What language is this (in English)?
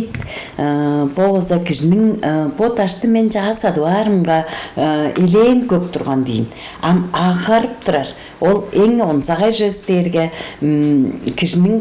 Tuvinian